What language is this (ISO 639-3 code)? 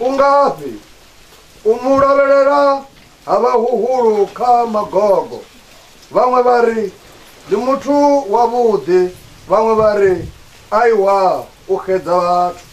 ven